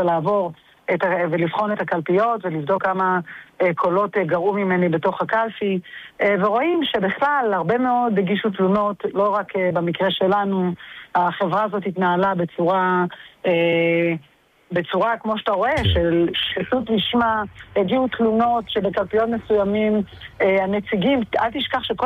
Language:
Hebrew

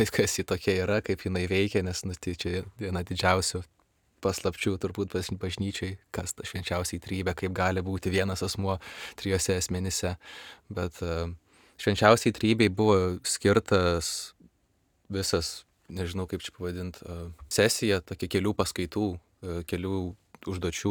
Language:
Lithuanian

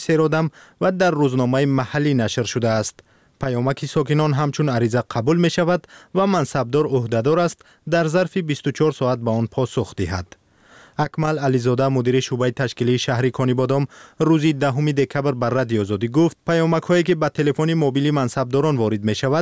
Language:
Tajik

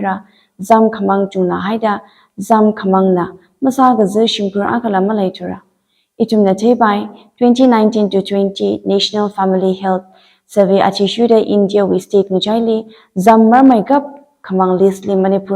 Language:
Tangkhul Naga (India)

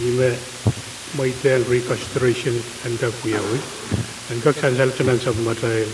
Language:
Pohnpeian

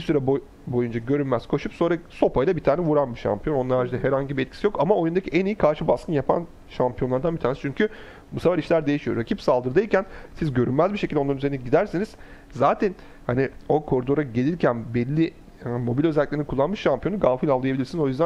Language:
Turkish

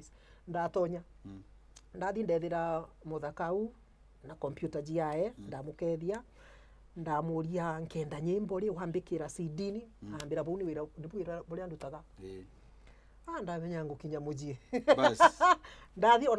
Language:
Meru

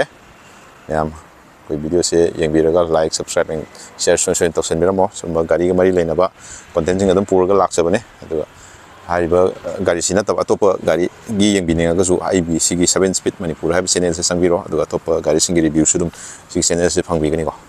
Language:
Manipuri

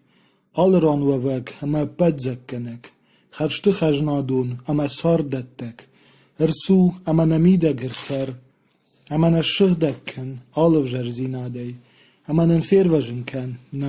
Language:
Ossetic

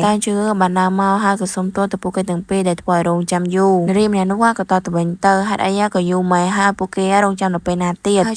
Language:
Khmer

